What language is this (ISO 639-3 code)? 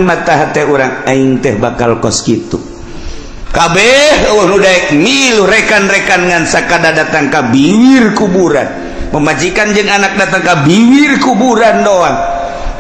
sun